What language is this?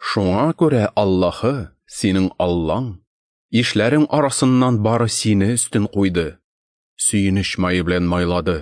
Tatar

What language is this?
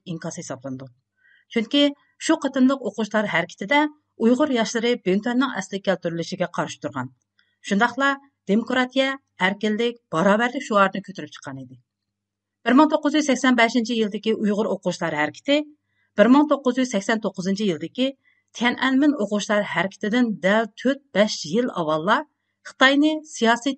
Uyghur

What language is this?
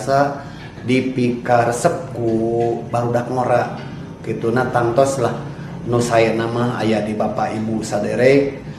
Sundanese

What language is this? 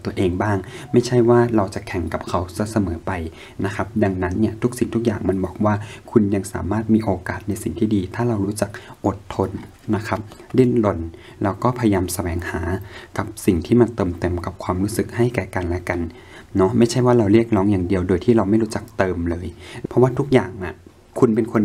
Thai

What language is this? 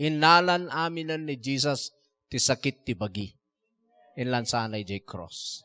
Iloko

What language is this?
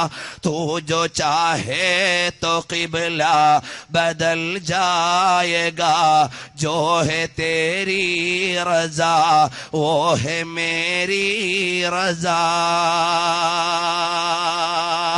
Malayalam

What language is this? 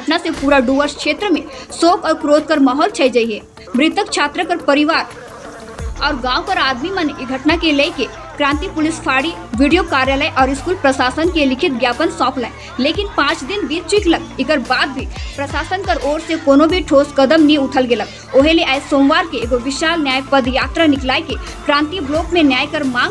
Sadri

